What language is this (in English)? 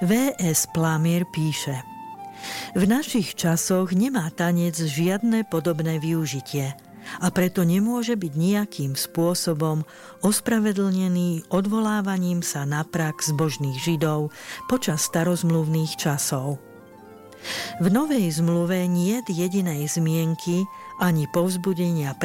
Slovak